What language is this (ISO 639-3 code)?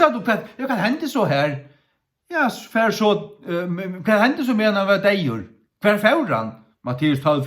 fao